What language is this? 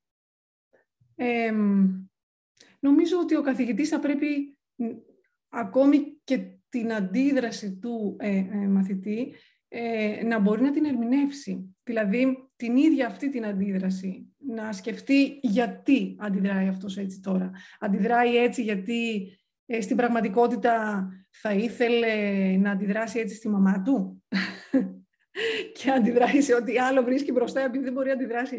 Greek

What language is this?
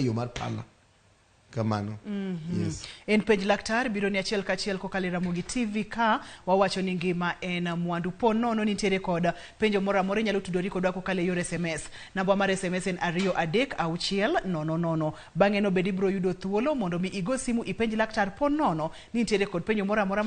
Luo (Kenya and Tanzania)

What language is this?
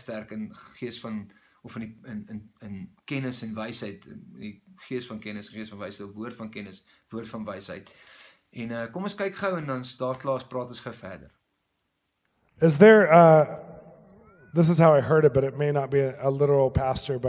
Afrikaans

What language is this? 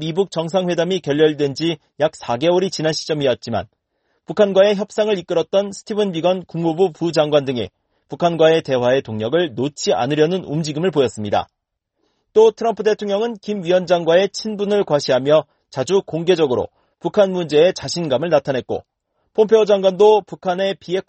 Korean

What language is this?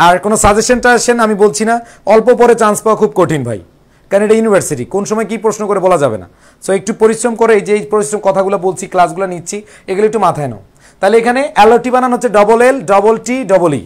Bangla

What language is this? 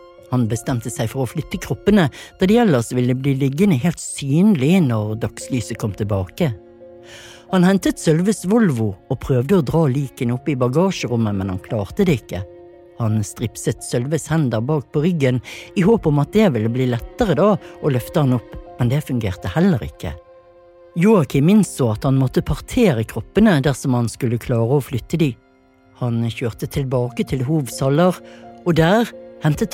Norwegian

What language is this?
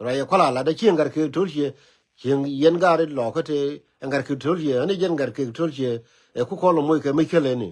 Nuer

